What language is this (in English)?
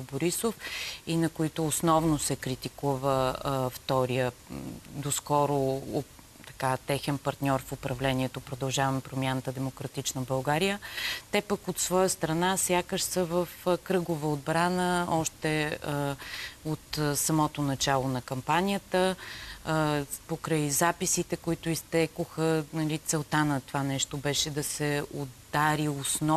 Bulgarian